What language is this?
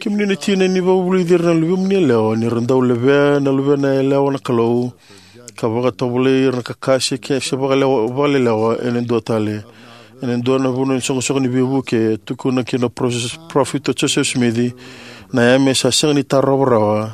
Fijian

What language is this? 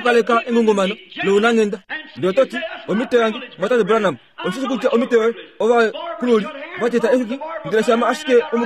Kuanyama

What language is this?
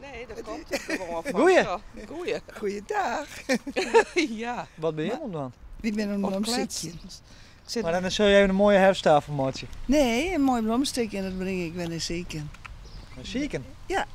Western Frisian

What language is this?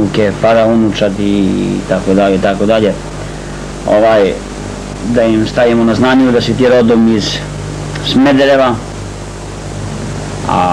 Serbian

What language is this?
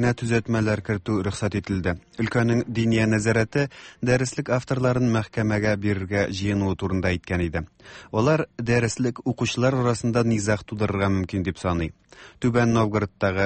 Tatar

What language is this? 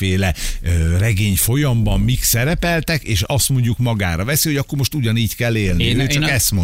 Hungarian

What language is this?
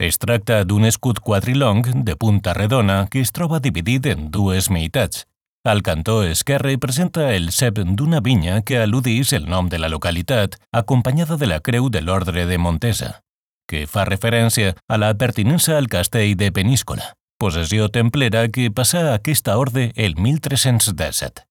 Catalan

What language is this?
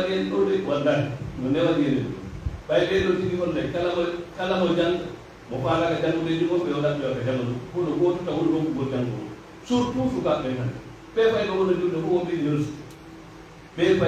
Pular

